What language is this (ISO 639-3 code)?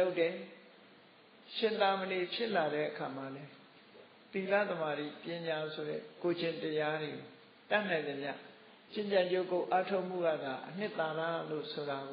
mya